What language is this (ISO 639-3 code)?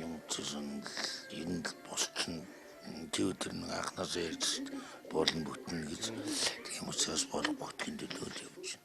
mon